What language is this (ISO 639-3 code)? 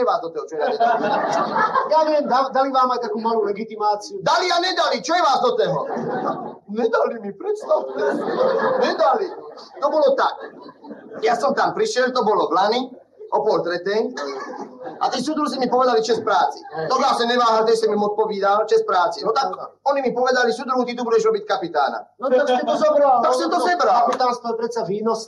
slk